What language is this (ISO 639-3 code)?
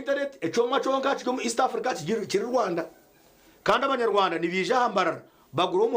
nyn